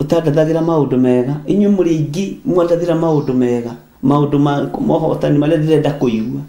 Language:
Kikuyu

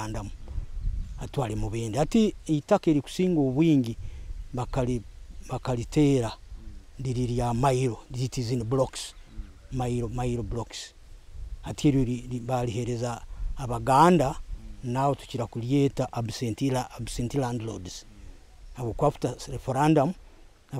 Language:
Nyoro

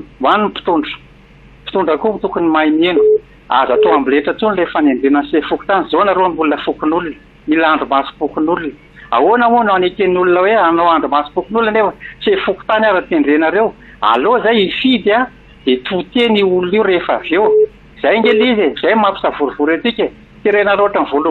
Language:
Malagasy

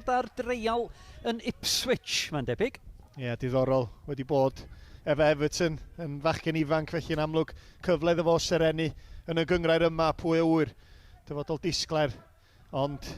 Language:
Welsh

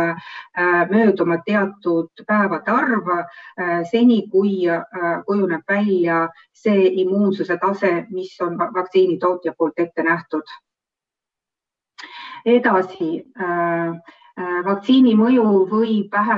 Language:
Estonian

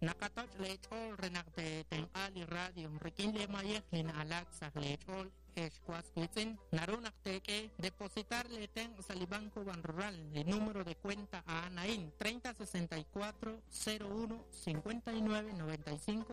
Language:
Kekchí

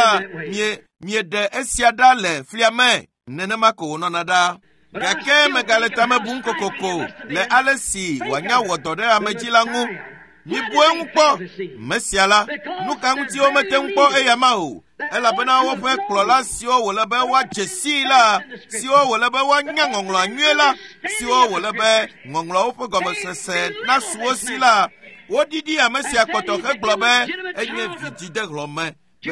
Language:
Ewe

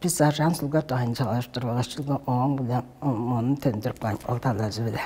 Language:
Tuvinian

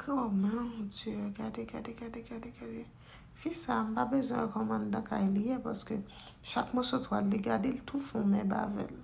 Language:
Haitian Creole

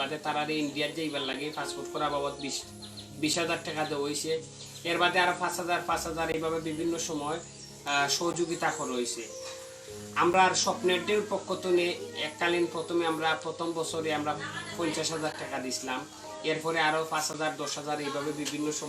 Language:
Sylheti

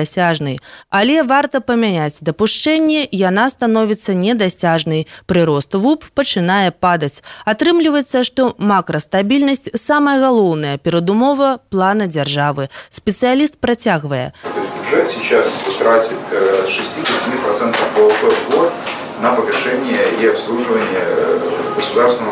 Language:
Belarusian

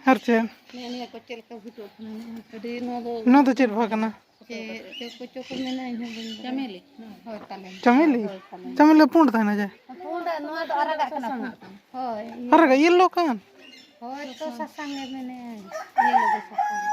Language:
Santali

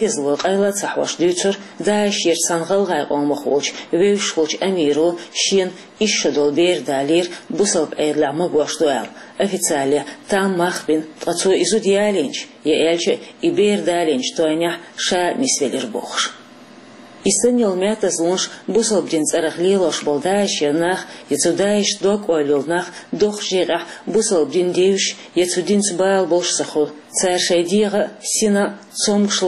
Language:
Chechen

